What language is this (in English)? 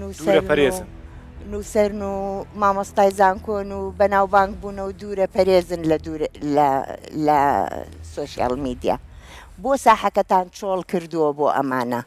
Central Kurdish